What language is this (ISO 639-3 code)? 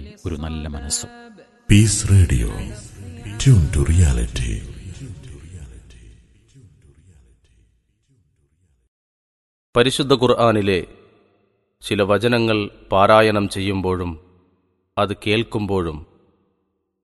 mal